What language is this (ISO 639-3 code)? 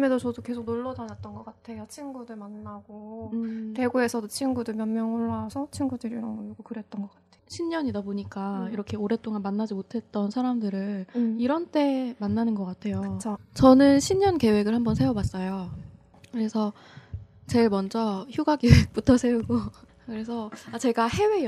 kor